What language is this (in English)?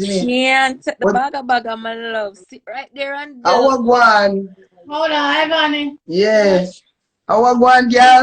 Jamaican Creole English